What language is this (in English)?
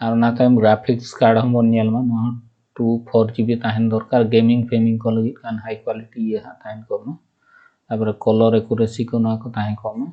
Santali